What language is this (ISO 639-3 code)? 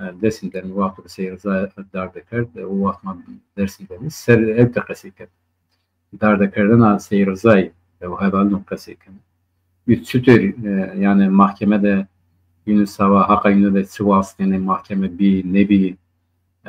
zza